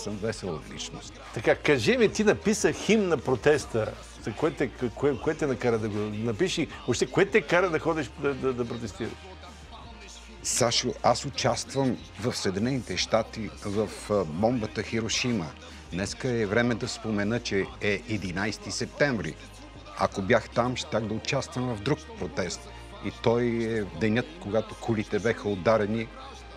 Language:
Bulgarian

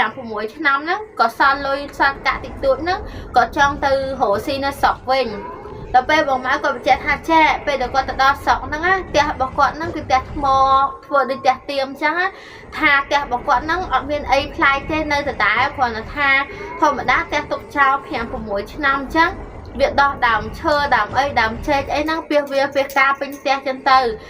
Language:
Khmer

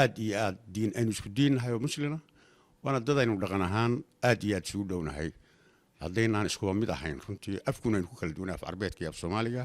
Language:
Somali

